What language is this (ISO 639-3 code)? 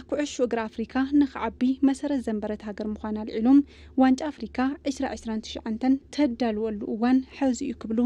tir